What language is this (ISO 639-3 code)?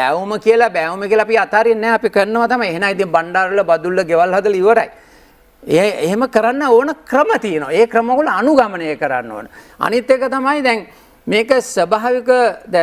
sin